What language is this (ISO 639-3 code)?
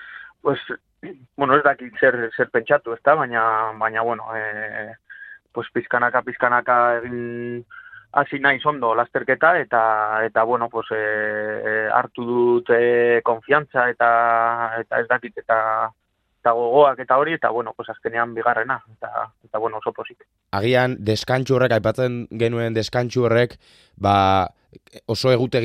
eus